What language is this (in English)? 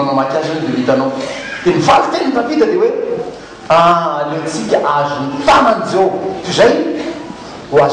Malagasy